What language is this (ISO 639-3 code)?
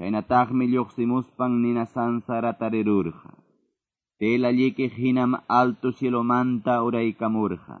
que